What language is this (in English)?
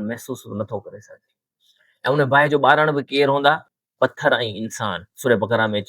Sindhi